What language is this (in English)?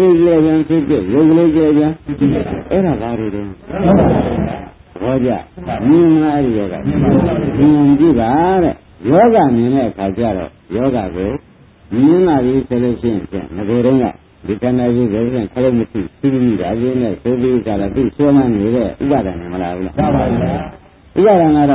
Burmese